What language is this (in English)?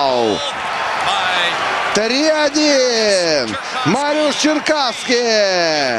Russian